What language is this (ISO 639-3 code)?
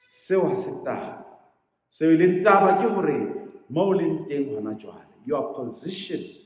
sot